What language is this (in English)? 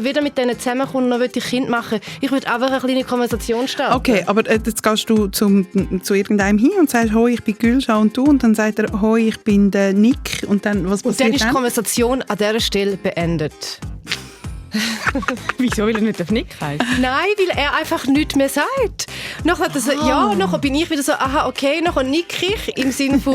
Swiss German